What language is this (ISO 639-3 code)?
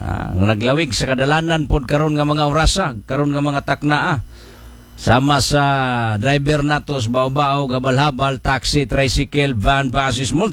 ceb